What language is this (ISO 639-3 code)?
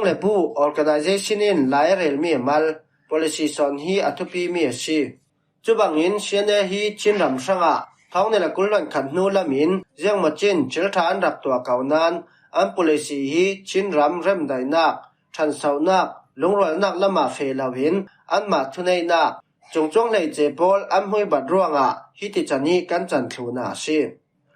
cfm